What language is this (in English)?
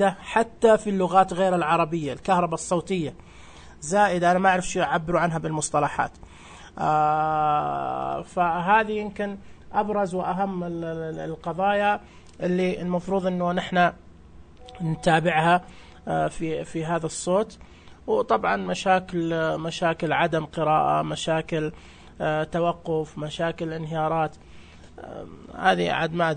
Najdi Arabic